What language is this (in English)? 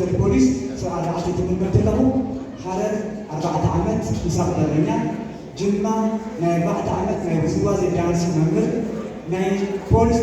Tigrinya